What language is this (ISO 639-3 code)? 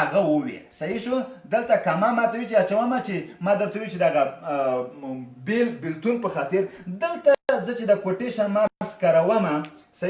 pus